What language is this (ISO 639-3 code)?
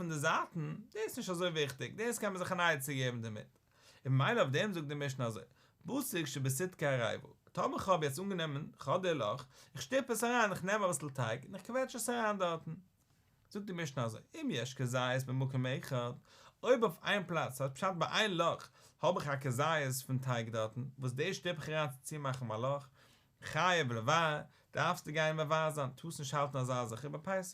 yid